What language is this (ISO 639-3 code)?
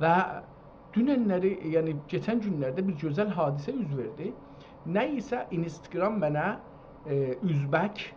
azb